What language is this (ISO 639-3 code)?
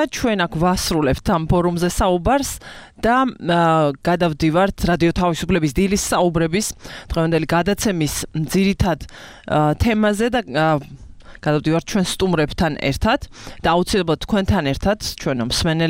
kat